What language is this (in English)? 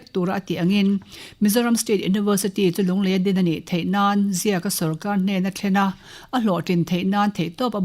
Mizo